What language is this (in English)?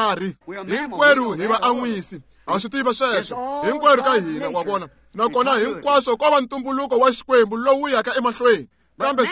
Tsonga